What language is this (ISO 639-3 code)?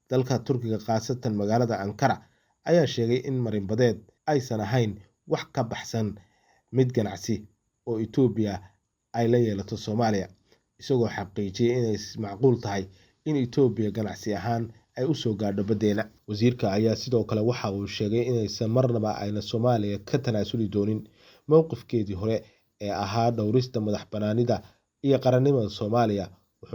som